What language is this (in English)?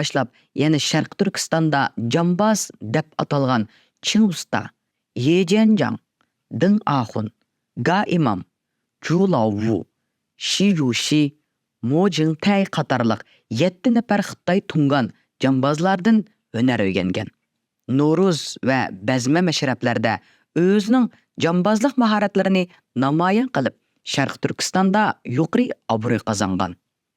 Uyghur